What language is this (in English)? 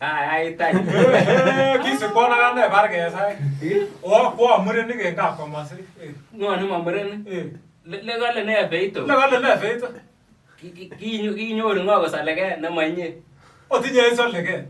Kalenjin